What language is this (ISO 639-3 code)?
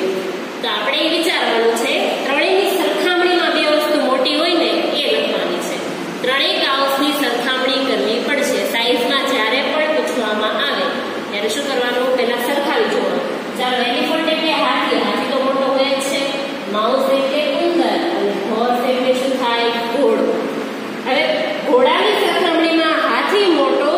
guj